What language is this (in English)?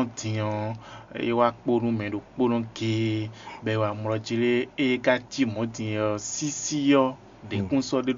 Fon